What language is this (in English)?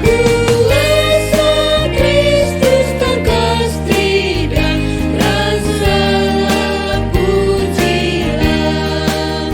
Batak Karo